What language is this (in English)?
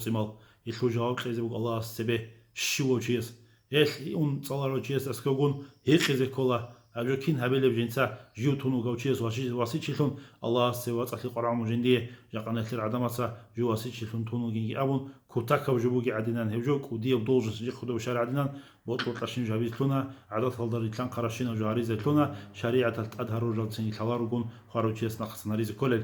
Avaric